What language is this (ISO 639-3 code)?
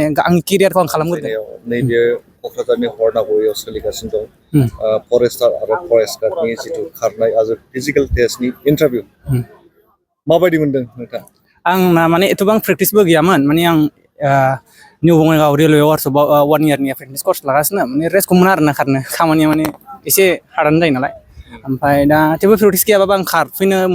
brx